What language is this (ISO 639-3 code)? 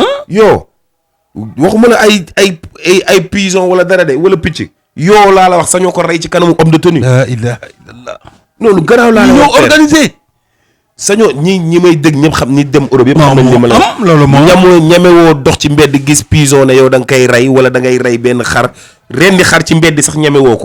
wol